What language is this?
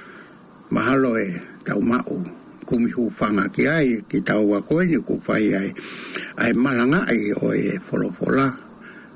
Tongan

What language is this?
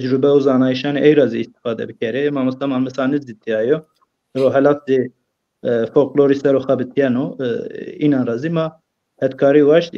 Zaza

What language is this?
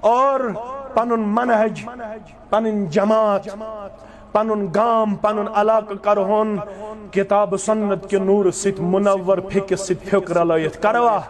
Kashmiri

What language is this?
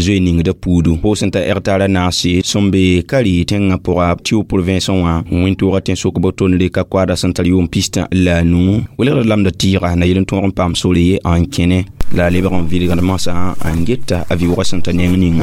Mossi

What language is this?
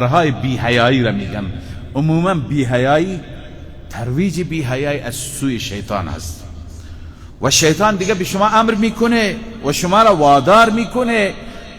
Persian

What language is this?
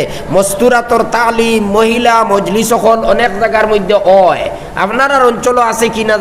Sylheti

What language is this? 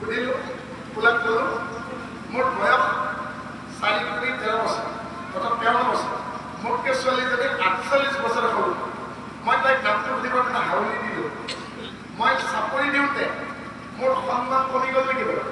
Assamese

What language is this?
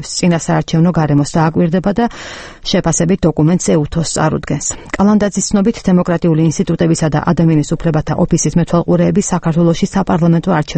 Georgian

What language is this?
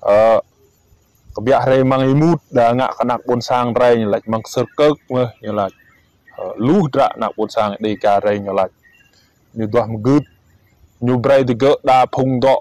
Rade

